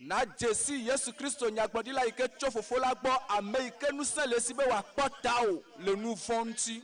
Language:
Ewe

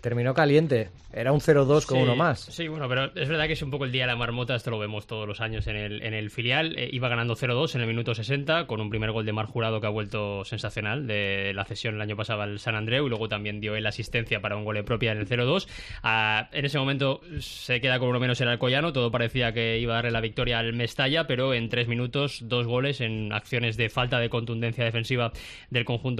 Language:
Spanish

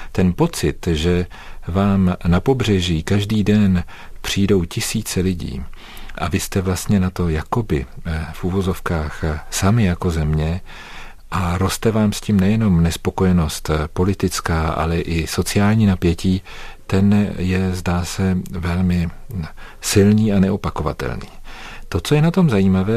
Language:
Czech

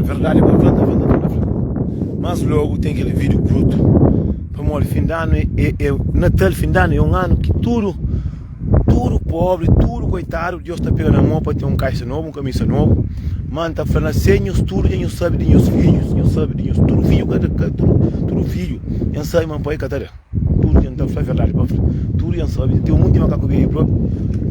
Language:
Kabuverdianu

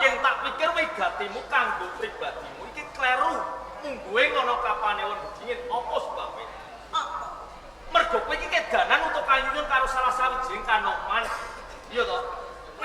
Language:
Javanese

